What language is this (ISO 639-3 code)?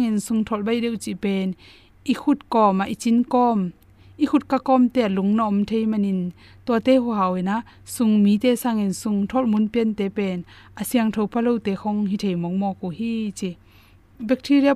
ctd